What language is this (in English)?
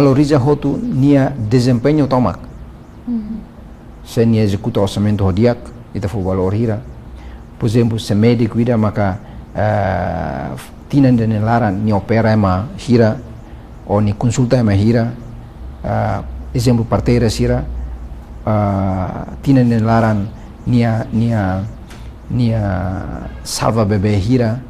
Tetum